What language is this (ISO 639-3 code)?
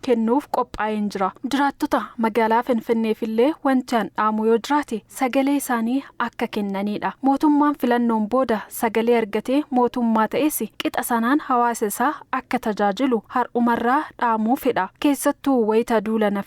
orm